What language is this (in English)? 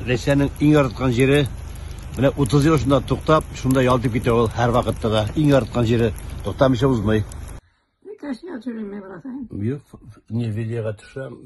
Tatar